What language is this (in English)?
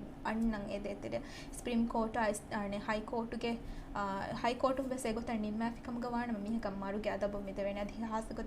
Divehi